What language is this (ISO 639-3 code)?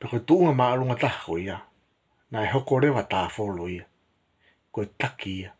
ton